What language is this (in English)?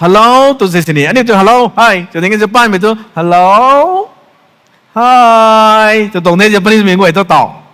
Rongmei Naga